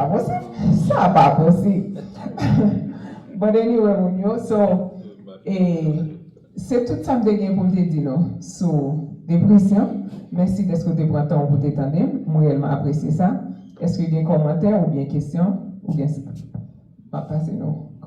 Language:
Haitian Creole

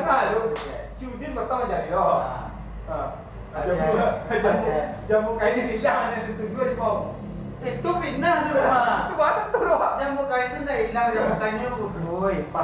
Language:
Minangkabau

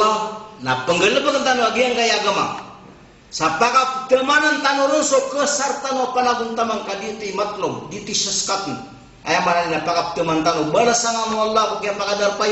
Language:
Maranao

